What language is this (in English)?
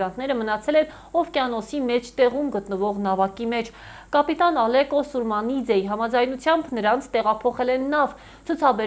Armenian